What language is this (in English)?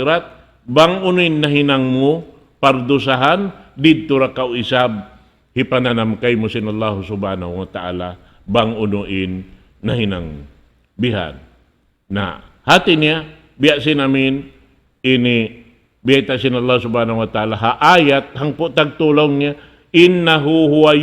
Tausug